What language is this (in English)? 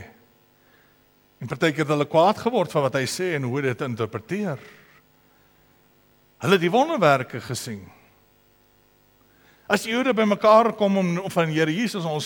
Afrikaans